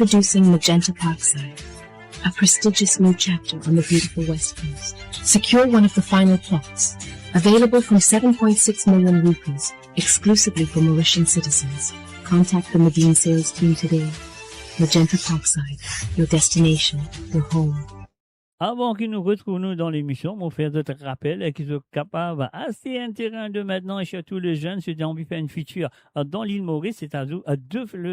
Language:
Morisyen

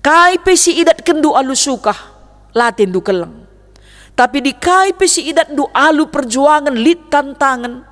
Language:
Batak Karo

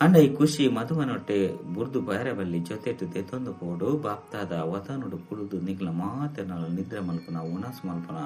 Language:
Tulu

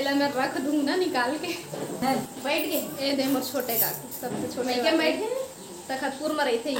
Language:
Chhattisgarhi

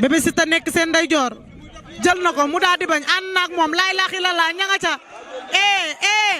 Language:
Wolof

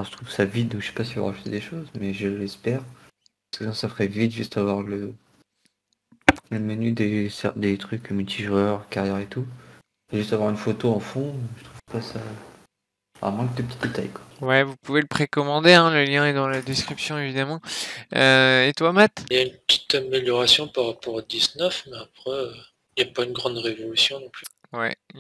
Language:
French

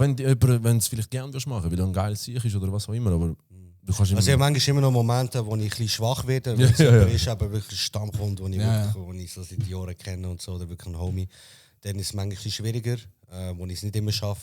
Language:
Swiss German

